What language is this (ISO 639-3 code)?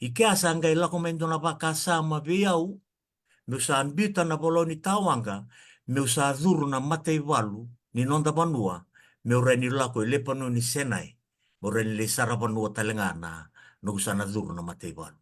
fij